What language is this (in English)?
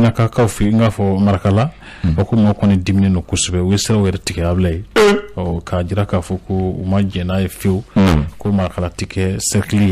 Bambara